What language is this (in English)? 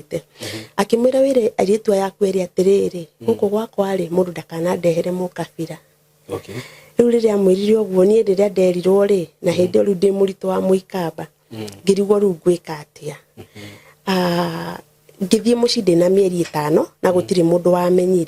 Kikuyu